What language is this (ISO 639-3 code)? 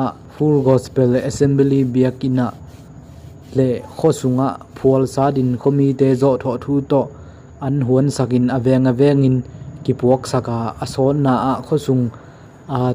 ctd